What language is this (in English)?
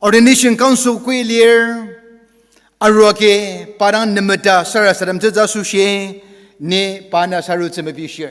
Ao Naga